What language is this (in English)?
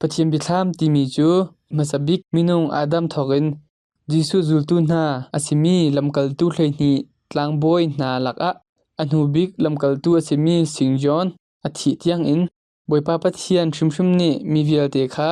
Hakha Chin